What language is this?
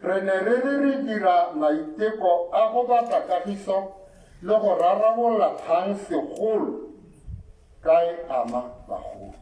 Tswana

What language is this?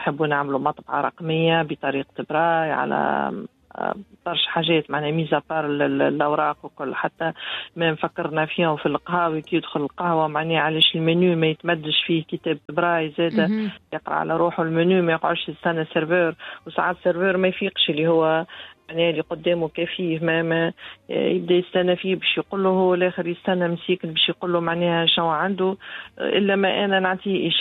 Tunisian Arabic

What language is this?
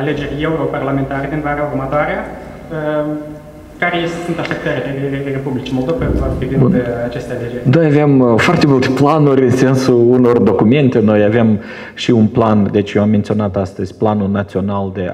Romanian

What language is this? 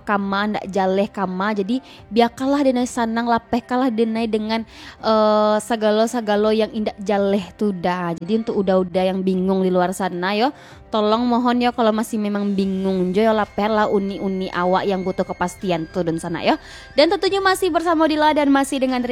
Minangkabau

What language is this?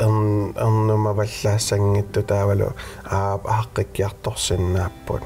Kalaallisut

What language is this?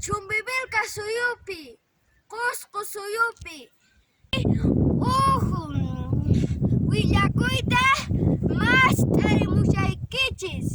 Quechua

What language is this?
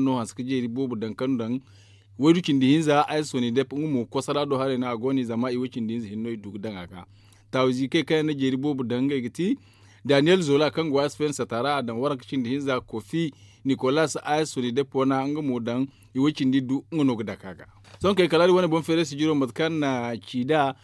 Zarma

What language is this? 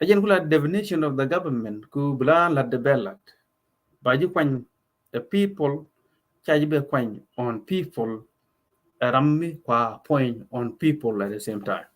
Nuer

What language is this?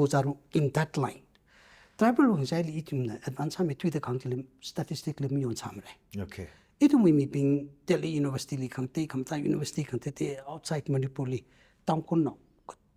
Tangkhul Naga (India)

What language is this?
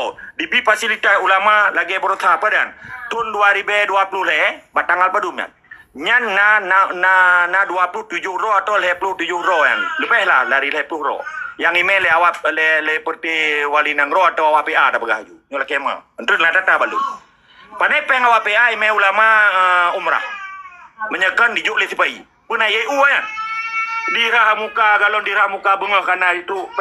Achinese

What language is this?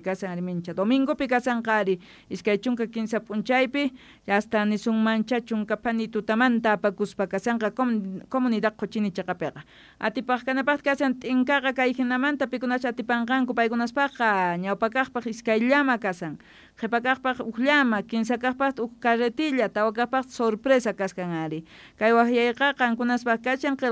South Bolivian Quechua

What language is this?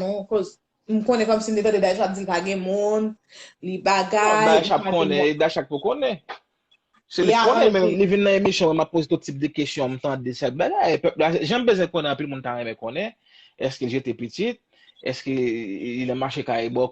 Haitian Creole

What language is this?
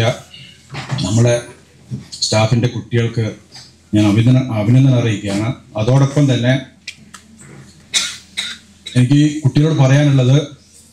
Malayalam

